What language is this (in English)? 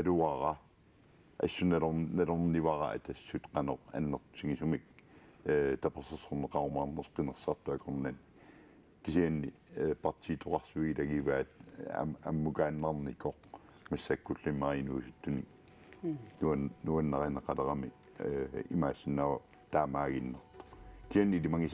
Kalaallisut